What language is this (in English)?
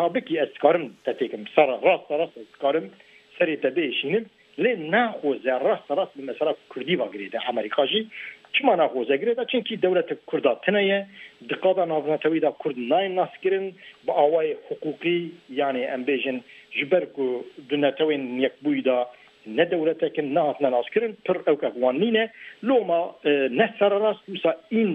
Kurdish